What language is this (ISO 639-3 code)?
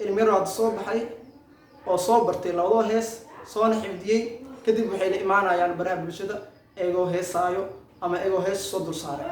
som